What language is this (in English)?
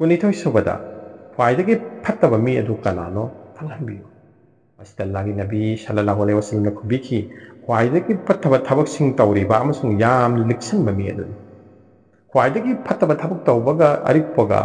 Manipuri